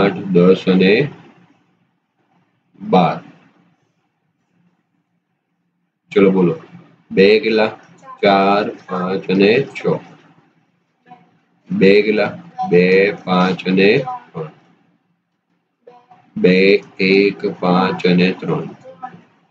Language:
Gujarati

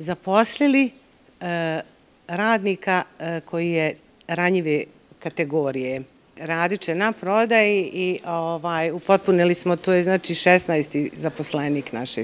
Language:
Bosnian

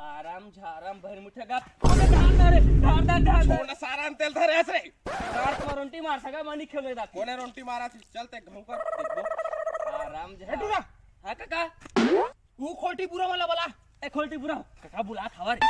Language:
Chhattisgarhi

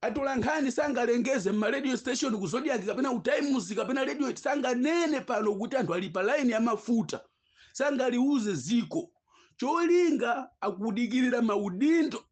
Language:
Nyanja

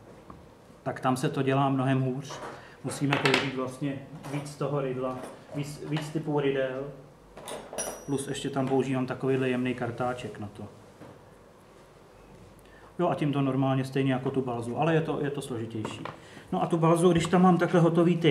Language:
Czech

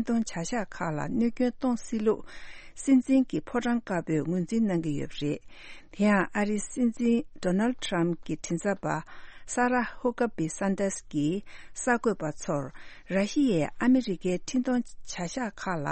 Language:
Tibetan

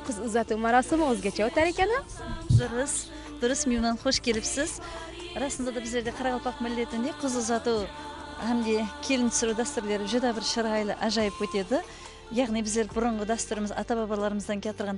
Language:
Kara-Kalpak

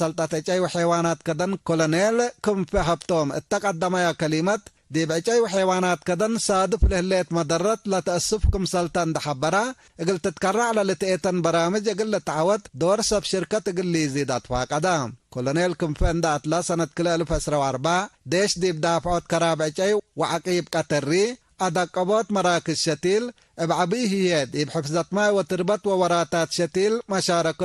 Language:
Tigre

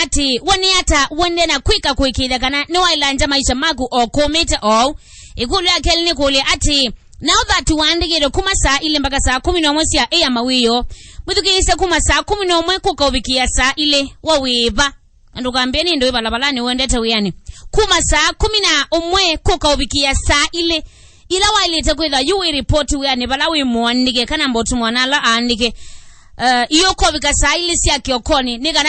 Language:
Kamba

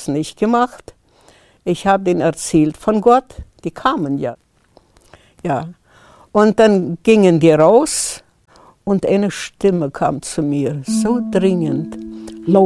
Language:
German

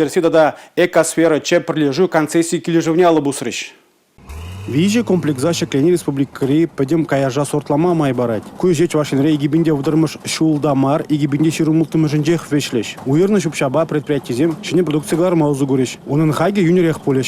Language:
Chuvash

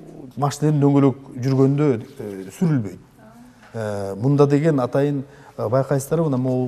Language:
Kyrgyz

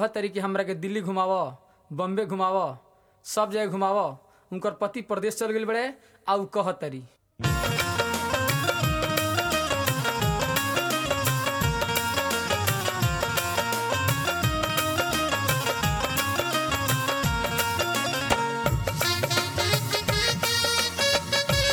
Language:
Bhojpuri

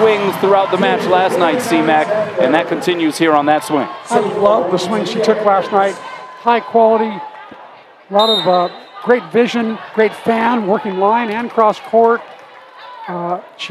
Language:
English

